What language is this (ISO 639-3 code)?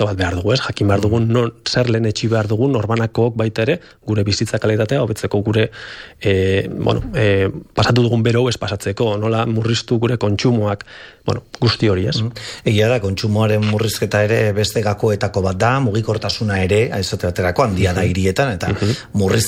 eus